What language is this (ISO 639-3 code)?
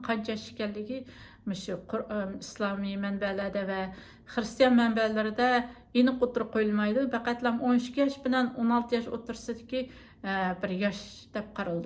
uig